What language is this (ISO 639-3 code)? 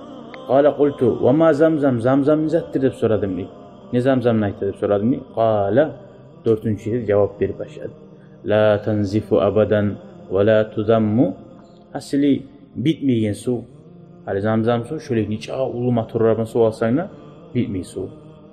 kum